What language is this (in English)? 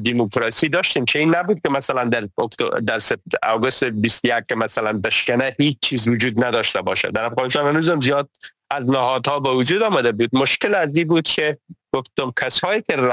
Persian